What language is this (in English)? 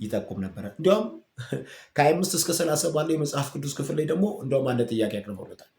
Amharic